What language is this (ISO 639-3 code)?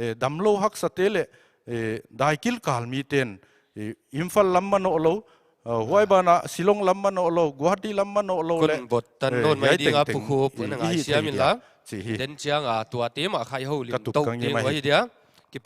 pck